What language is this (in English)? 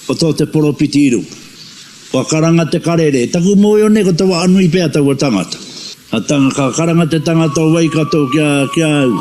Māori